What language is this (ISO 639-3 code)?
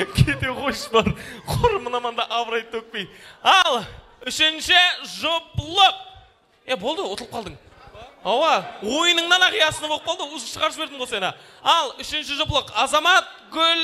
kaa